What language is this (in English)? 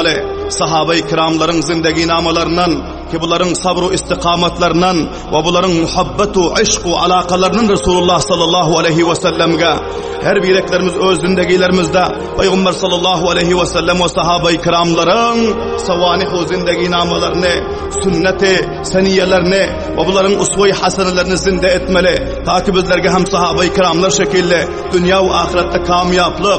Turkmen